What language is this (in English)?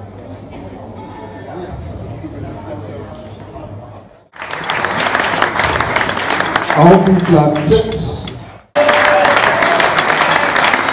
German